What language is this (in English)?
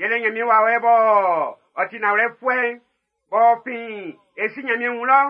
Baoulé